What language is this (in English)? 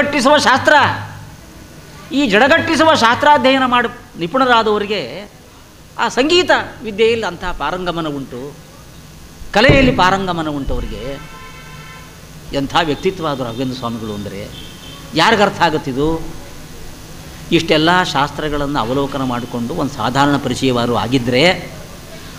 Kannada